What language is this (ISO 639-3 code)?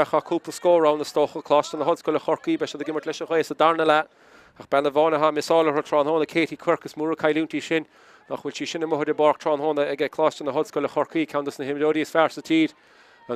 gle